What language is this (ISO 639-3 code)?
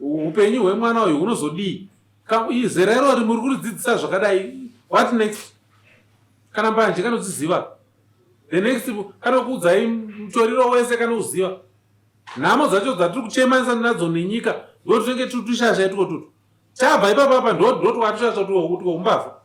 sna